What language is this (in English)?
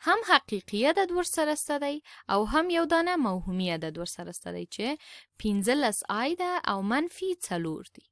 Pashto